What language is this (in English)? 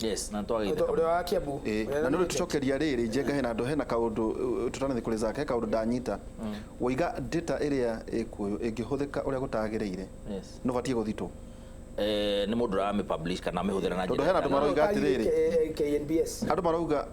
Kikuyu